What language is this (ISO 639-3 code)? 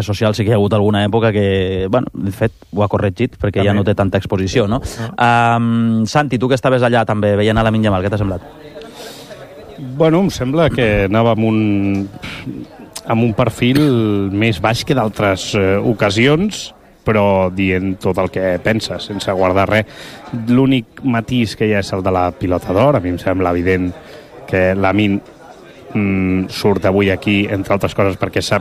cat